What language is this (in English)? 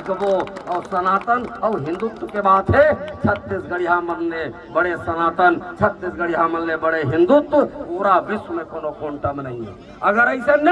Chhattisgarhi